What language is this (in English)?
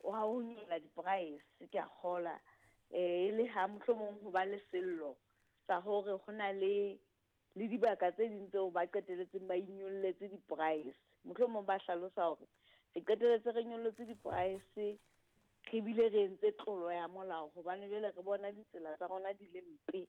Southern Sotho